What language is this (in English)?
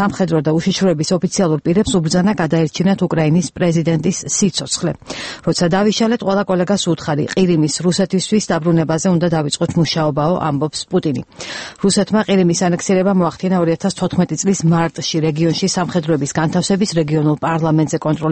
Georgian